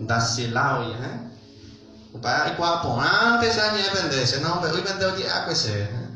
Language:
Guarani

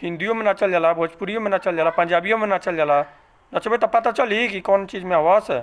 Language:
Bhojpuri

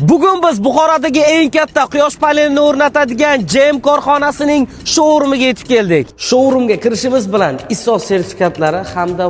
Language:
Uzbek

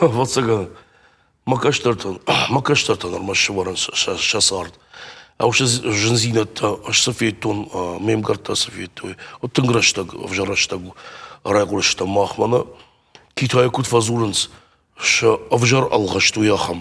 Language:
Ossetic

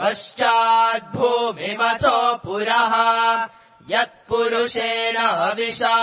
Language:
Sanskrit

